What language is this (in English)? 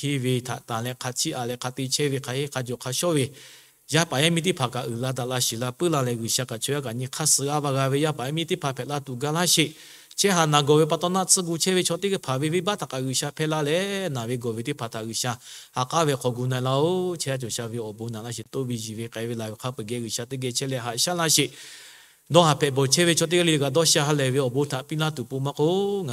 Lahu